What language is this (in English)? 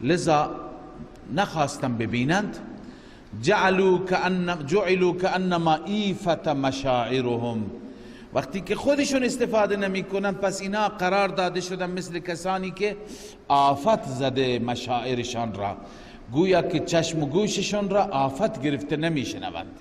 Persian